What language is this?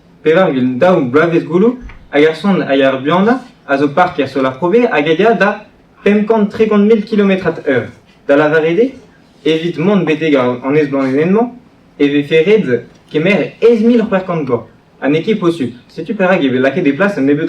Breton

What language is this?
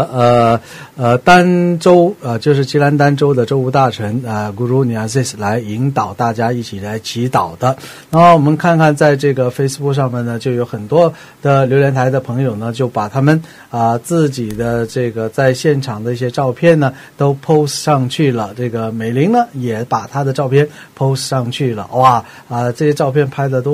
Chinese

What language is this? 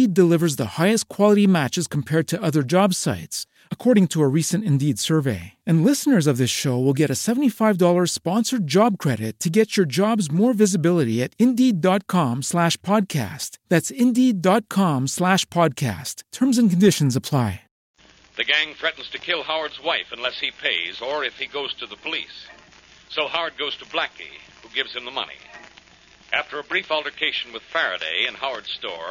English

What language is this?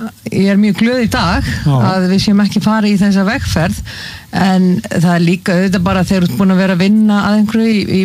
Icelandic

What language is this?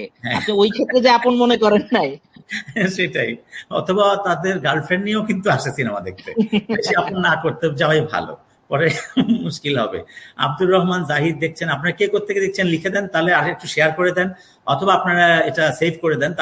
Bangla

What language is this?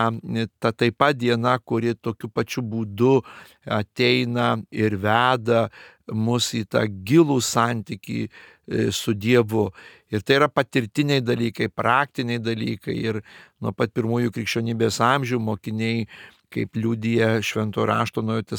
Lithuanian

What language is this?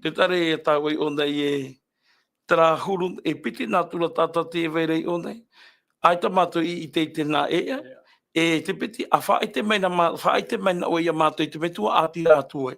Tahitian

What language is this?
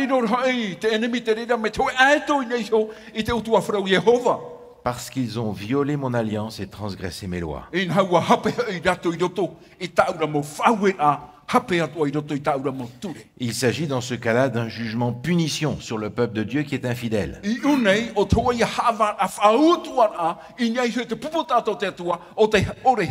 Tahitian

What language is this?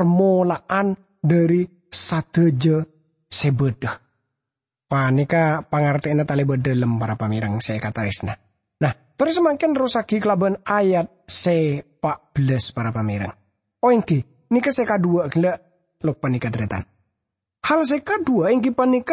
Madurese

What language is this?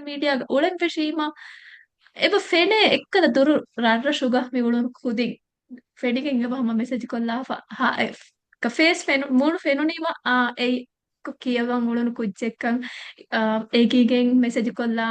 Divehi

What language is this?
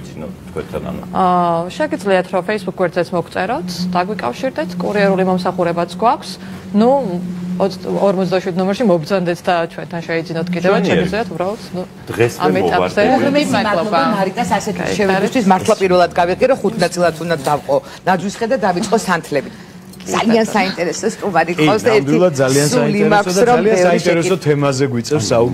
Georgian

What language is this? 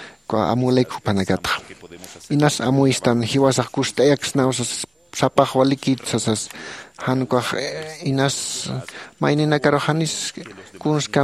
Aymara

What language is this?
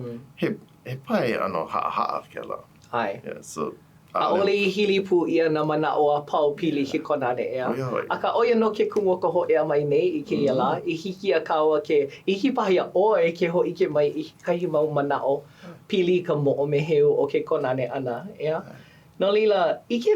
Hawaiian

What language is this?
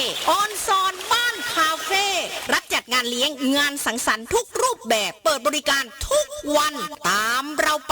Northeastern Thai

